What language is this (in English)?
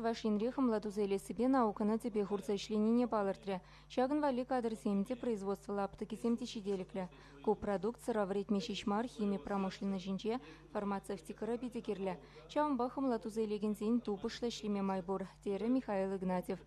Chuvash